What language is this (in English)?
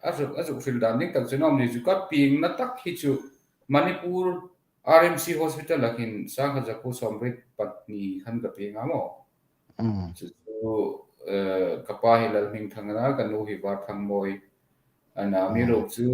Hmar